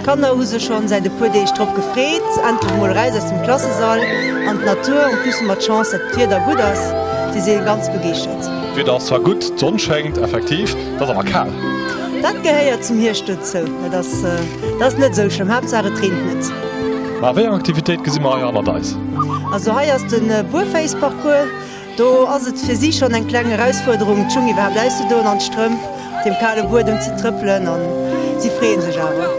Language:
Luxembourgish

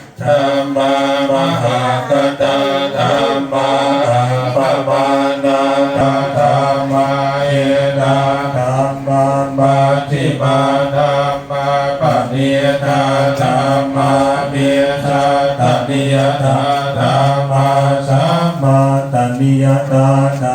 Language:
Pali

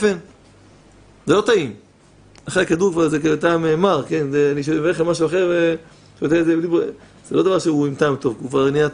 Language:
Hebrew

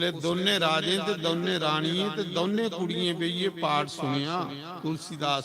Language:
Dogri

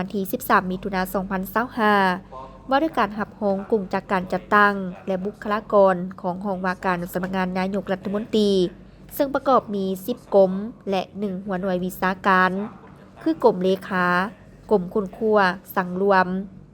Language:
Lao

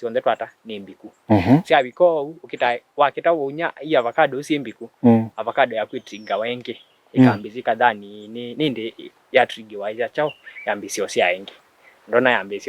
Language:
Kamba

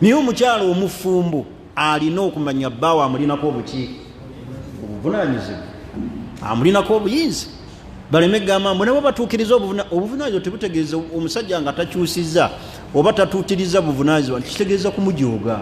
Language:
Ganda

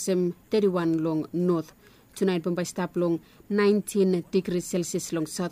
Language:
Bislama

